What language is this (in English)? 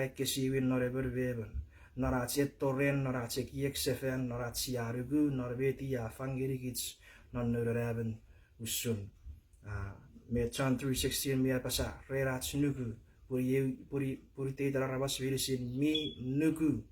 Chuukese